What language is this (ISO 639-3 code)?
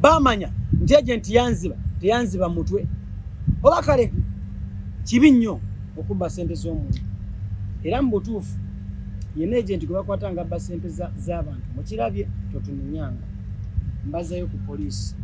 lug